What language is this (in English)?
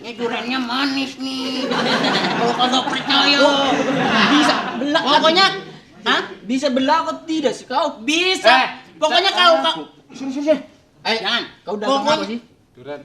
Betawi